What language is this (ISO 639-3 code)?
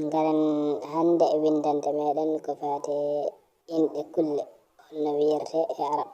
ful